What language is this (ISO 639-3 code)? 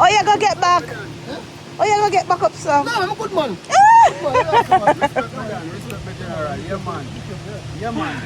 jam